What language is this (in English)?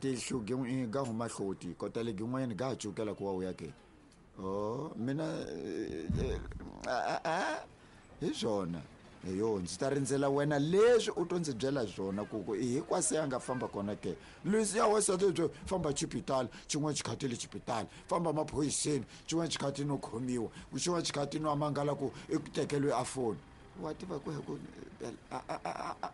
Tsonga